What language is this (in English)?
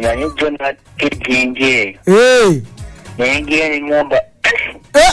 Ganda